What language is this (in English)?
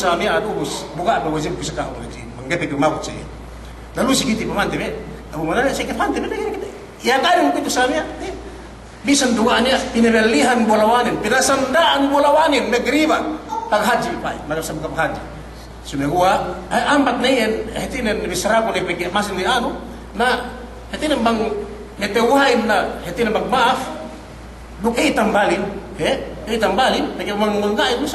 Yakan